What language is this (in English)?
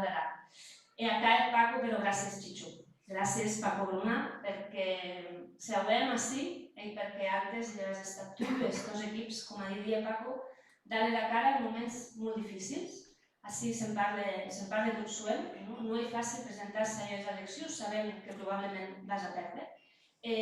Occitan